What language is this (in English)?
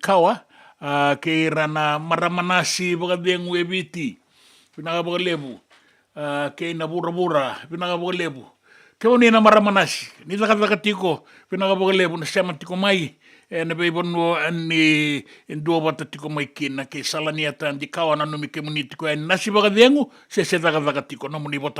Fijian